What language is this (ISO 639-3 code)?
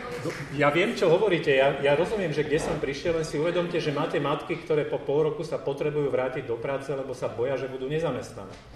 slk